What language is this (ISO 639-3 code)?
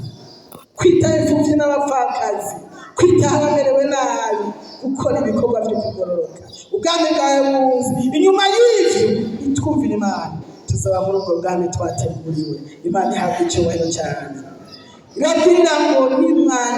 run